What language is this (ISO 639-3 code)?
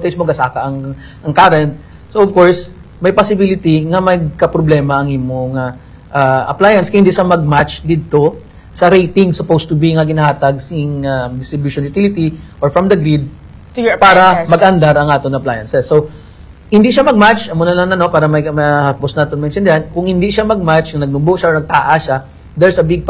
hil